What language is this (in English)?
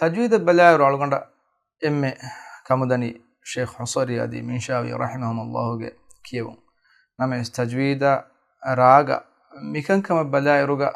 Divehi